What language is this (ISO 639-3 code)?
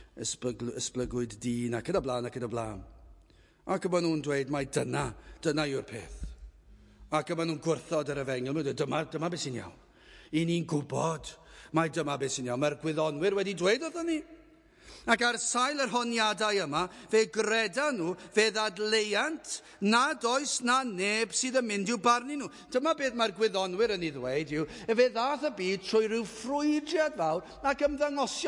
cym